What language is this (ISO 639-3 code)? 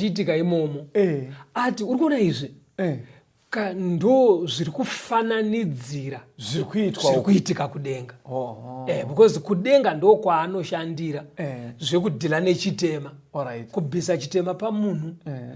sna